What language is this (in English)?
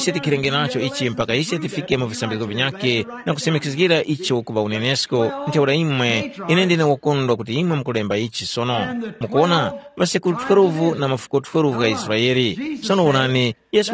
Tumbuka